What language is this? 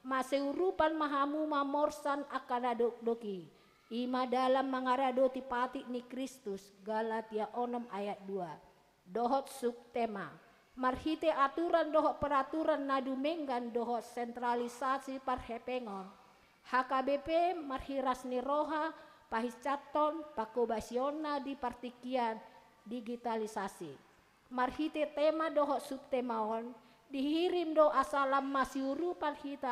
Batak Toba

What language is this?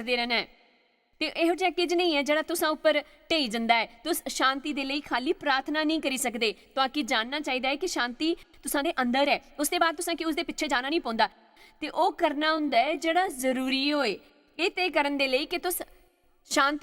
Dogri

